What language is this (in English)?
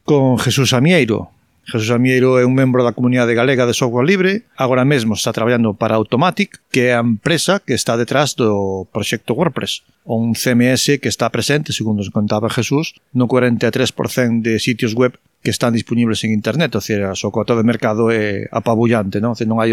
Galician